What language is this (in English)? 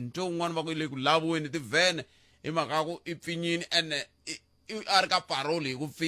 Tsonga